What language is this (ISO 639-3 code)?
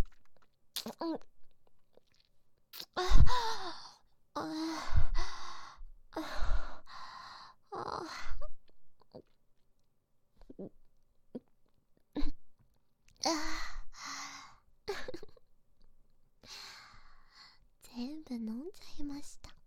jpn